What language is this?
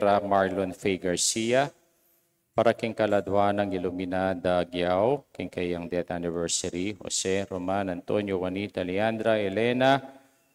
Pampanga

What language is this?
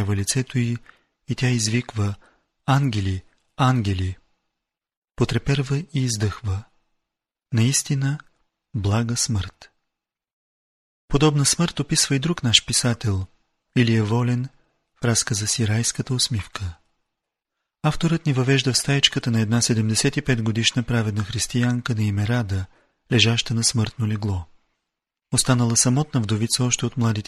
Bulgarian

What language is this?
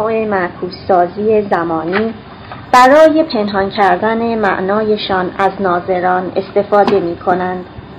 Persian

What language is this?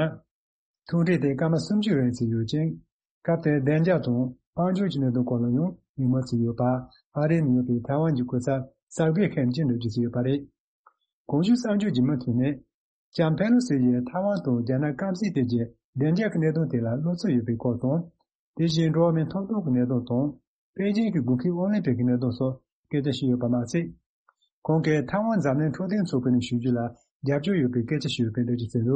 Tibetan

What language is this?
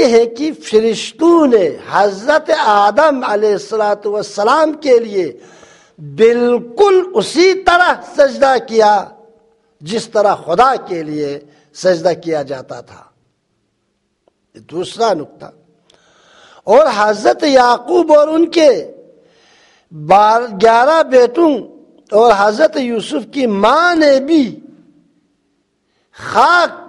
Urdu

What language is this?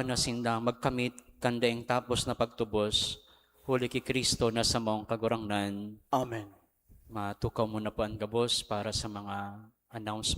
Bikol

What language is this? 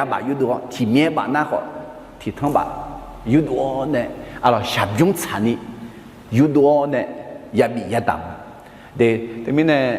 Akha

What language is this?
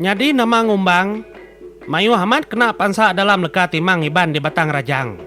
Iban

